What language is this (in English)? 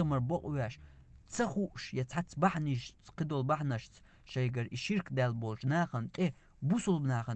Chechen